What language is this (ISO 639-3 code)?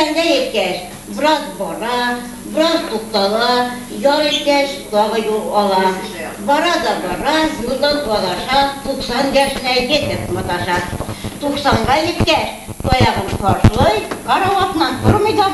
bak